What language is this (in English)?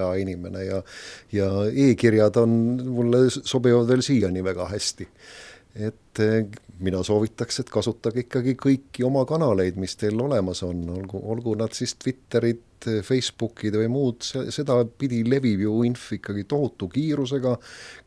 Estonian